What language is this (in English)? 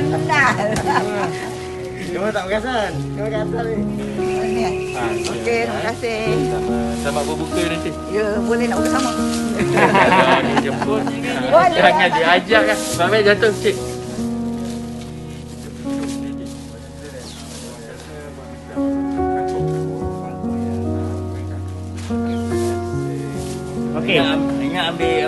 Malay